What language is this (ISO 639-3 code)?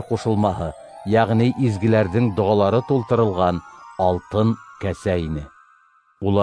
bak